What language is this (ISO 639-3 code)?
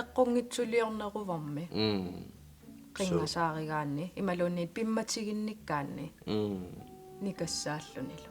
kal